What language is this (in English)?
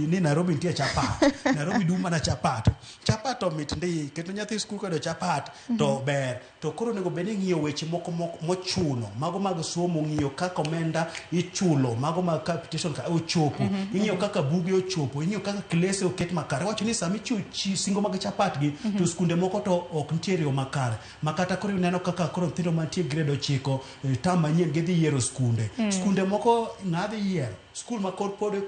Luo (Kenya and Tanzania)